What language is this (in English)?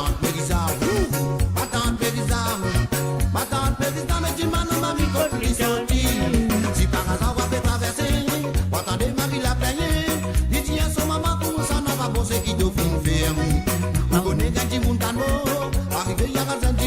Morisyen